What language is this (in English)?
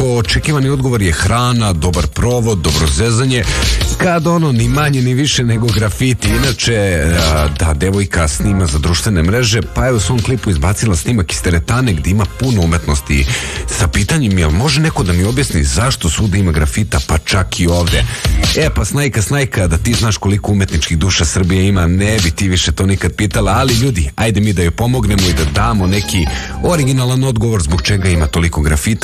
Serbian